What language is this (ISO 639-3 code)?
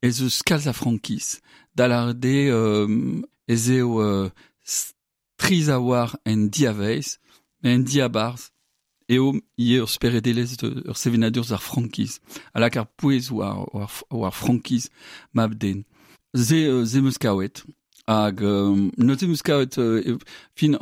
bre